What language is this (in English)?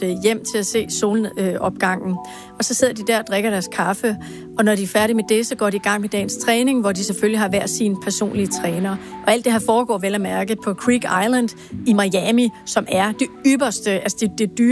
Danish